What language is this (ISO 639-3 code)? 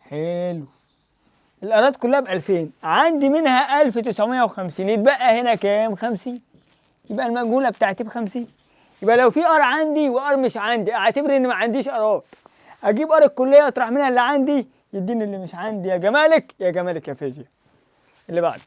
arz